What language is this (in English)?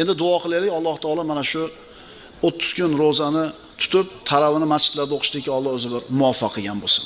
Uzbek